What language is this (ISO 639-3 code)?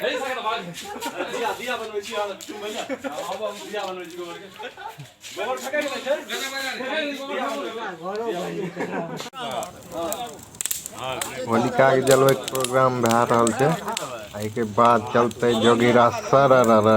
mai